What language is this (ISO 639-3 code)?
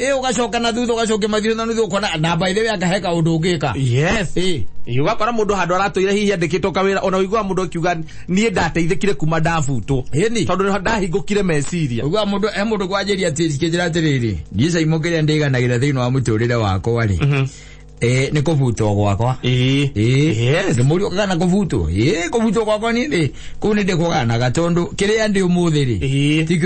kik